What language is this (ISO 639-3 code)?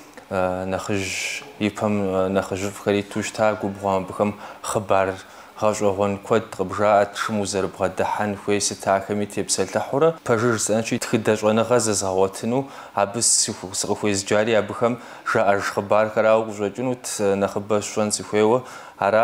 kbd